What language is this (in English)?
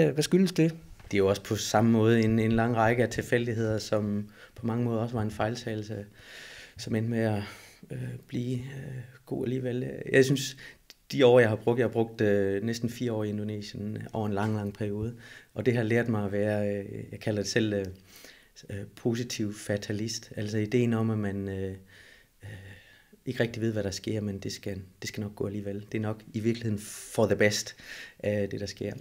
Danish